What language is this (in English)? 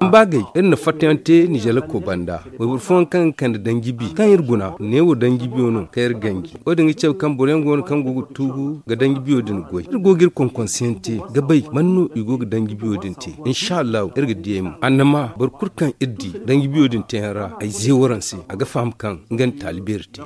Zarma